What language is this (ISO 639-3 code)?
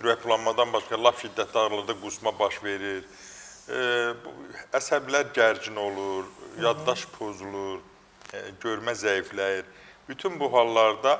aze